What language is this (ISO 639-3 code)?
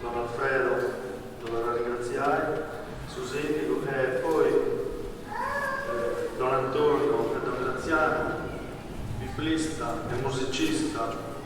srd